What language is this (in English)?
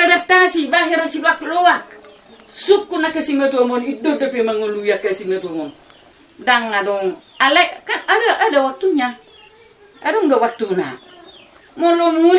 Batak Toba